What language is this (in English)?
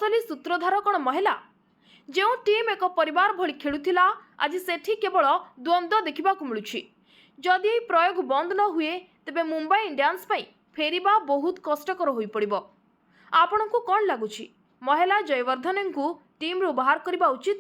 Odia